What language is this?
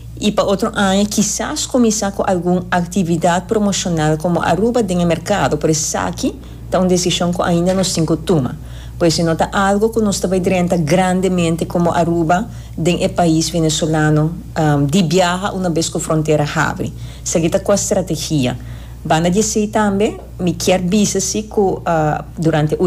Papiamento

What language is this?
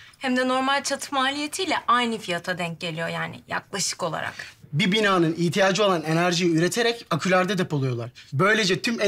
Turkish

